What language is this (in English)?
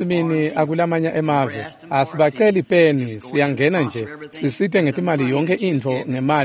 Swati